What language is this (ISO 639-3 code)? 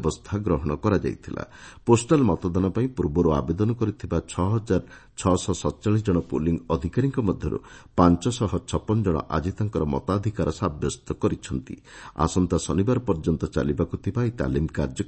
ori